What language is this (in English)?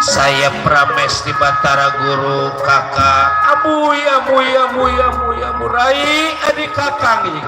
Betawi